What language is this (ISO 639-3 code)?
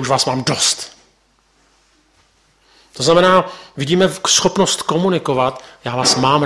ces